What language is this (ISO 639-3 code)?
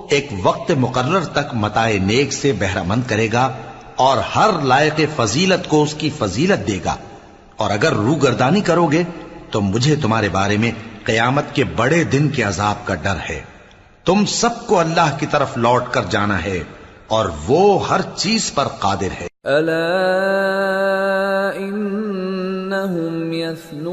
urd